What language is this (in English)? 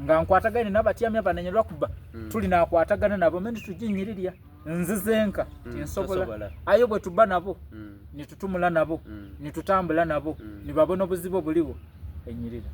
Soga